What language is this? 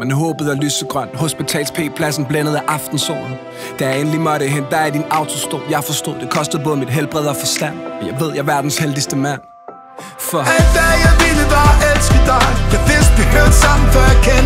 Danish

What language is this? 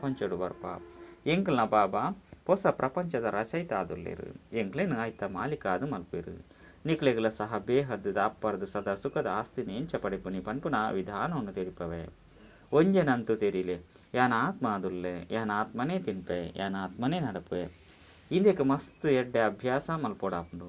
Tulu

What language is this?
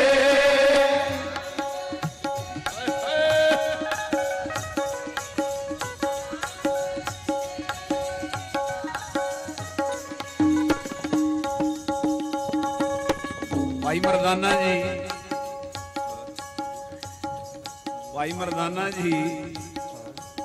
Punjabi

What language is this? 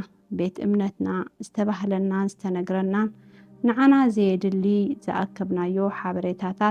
Tigrinya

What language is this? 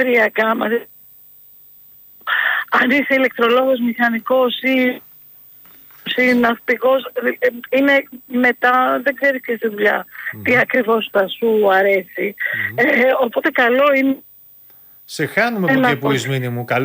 Greek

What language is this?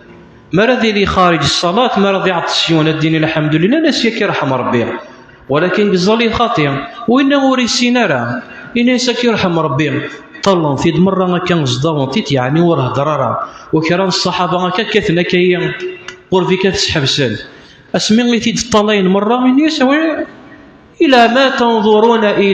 Kabyle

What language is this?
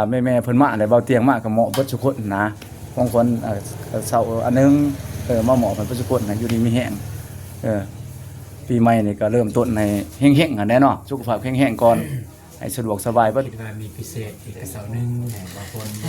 Lao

